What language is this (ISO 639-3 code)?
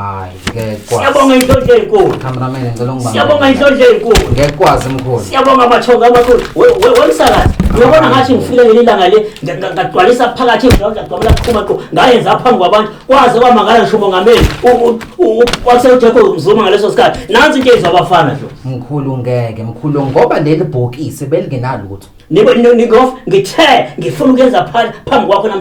zul